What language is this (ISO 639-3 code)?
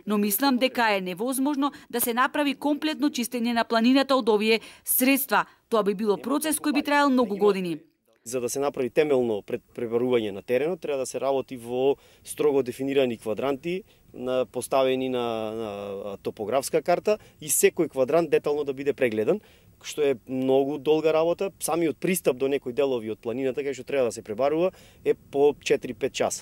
mkd